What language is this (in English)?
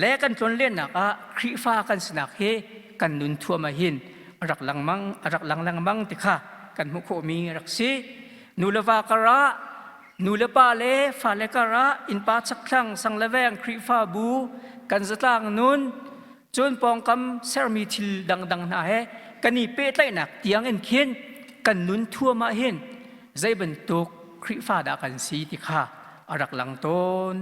Hakha Chin